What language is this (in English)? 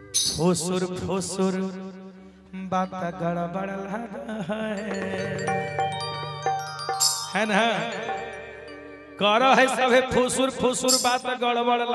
Bhojpuri